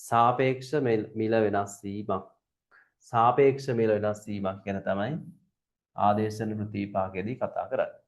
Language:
Sinhala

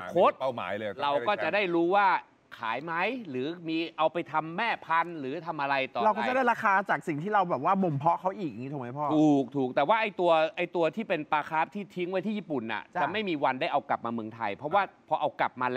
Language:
Thai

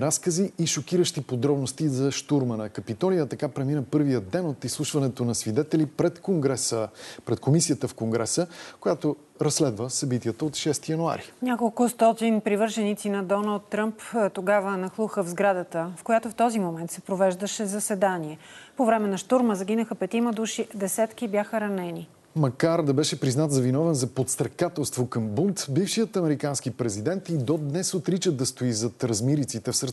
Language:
Bulgarian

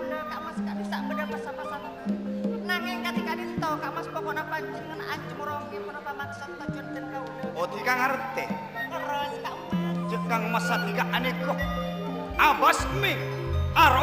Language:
Madurese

